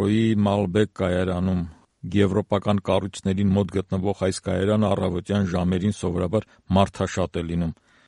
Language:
Armenian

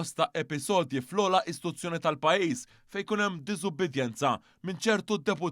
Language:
Maltese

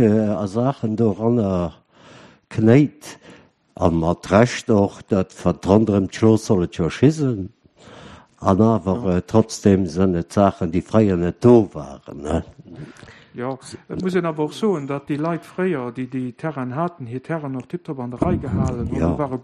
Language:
Luxembourgish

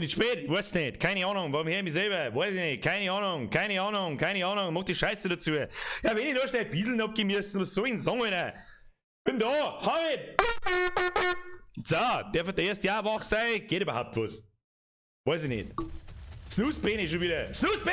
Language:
Bavarian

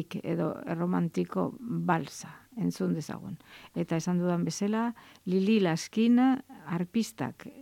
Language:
Basque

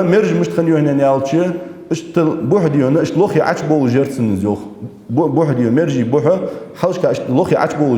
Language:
Ingush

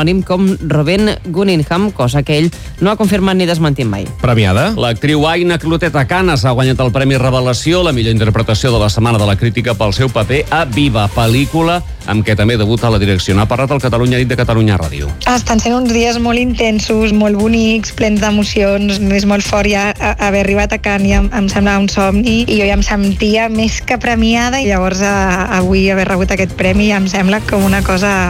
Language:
Catalan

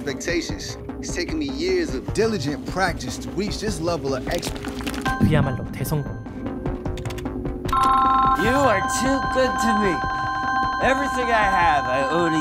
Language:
English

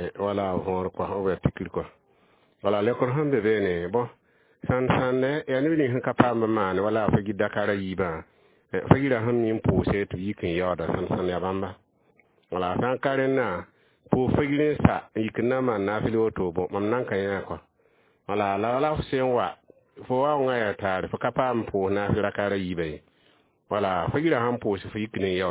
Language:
Mossi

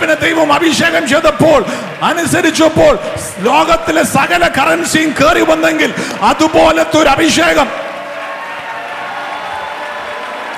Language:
Malayalam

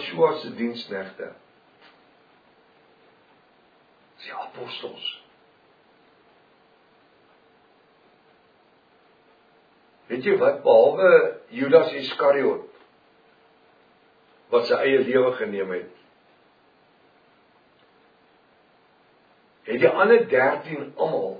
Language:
Afrikaans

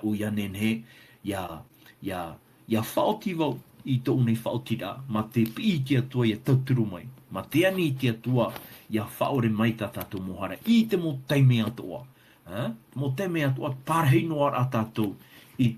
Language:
Tahitian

